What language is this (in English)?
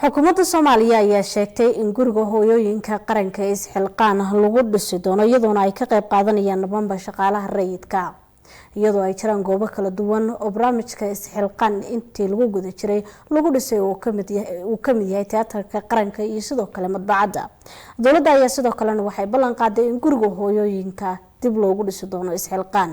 Somali